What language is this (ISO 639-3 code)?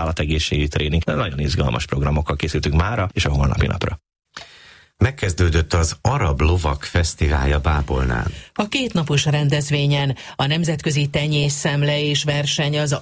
hun